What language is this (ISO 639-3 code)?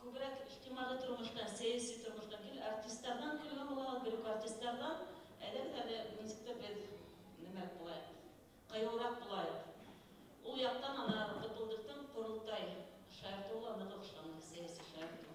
bak